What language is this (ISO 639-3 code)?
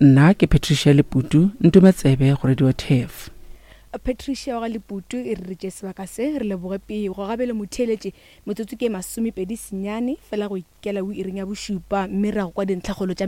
nso